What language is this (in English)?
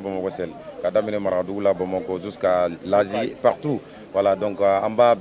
Bambara